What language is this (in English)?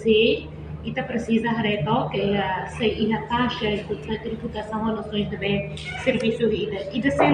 Tetum